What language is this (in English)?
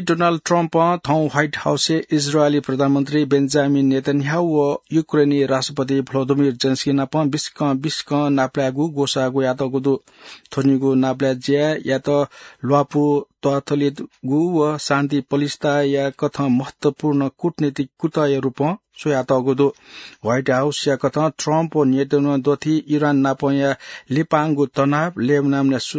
Newari